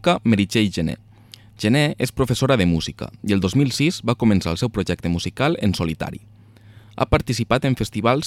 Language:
Catalan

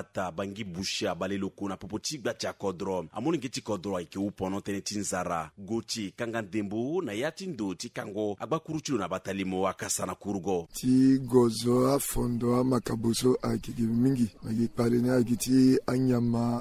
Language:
Sango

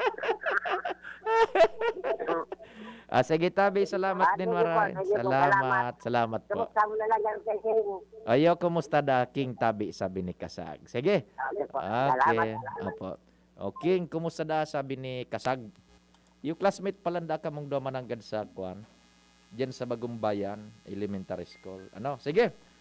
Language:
Bikol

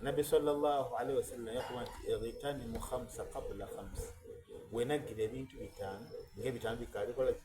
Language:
Soga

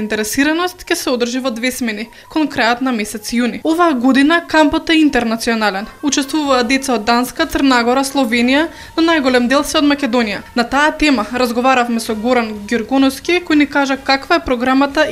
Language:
Macedonian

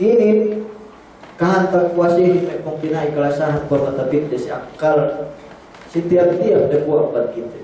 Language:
Yakan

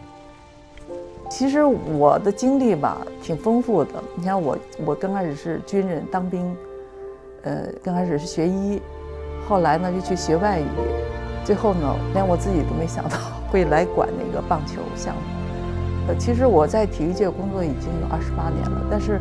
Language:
Chinese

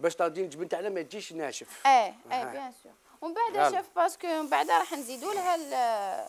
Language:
Algerian Arabic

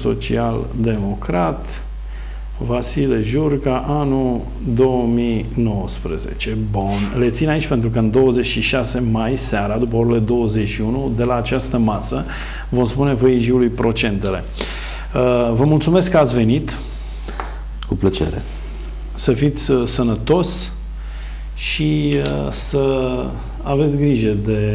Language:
Romanian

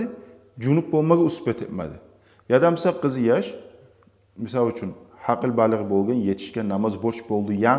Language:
Kumyk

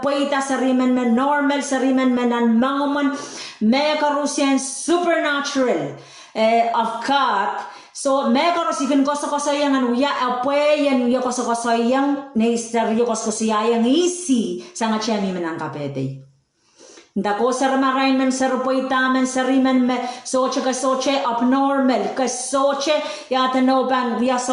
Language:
Pohnpeian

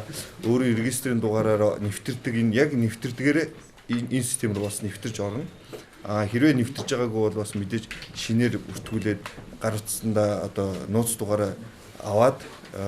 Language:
Mongolian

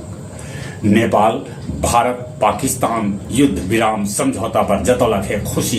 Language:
Magahi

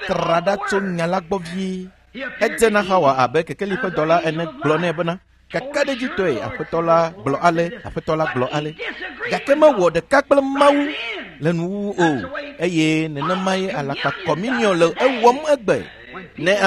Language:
Ewe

